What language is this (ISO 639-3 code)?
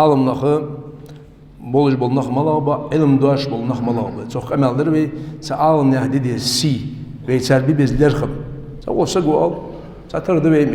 inh